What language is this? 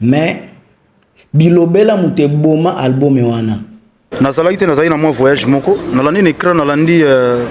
Lingala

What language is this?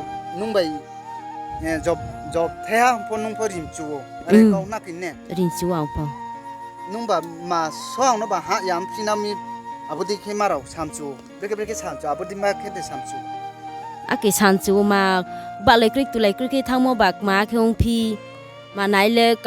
Riang (India)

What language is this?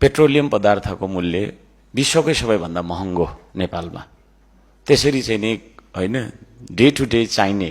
Nepali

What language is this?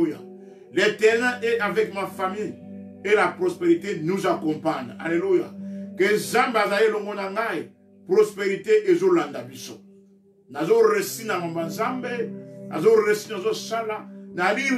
Lingala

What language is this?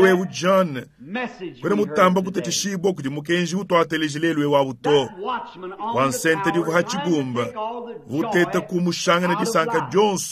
Luba-Lulua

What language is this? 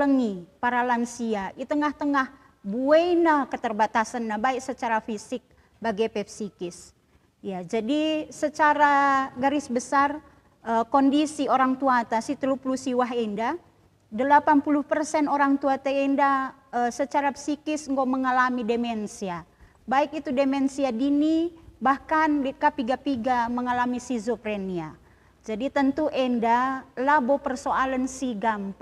Batak Karo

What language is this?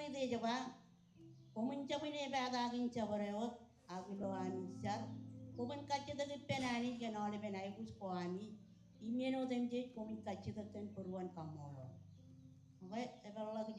Marshallese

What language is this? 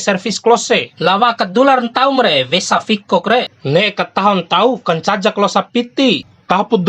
Bima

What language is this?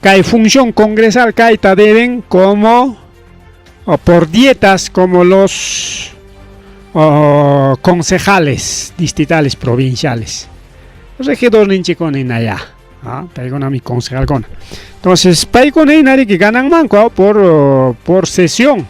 Ayacucho Quechua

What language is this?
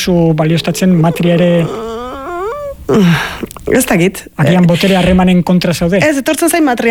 Basque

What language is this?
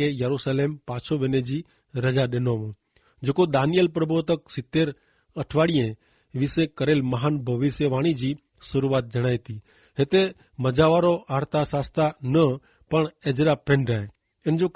Kachhi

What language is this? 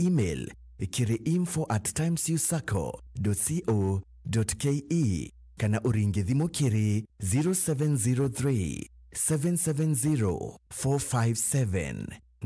Meru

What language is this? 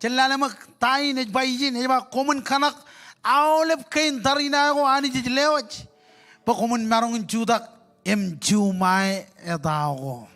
Marshallese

